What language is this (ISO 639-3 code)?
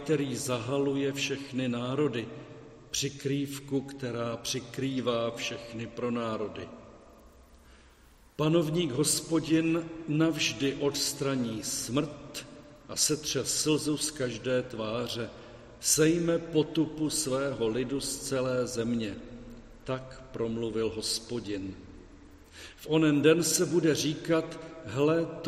ces